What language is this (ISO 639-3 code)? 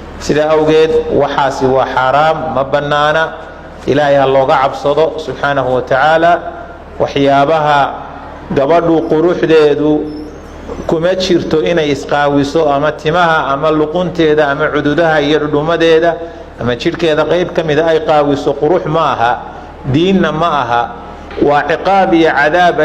som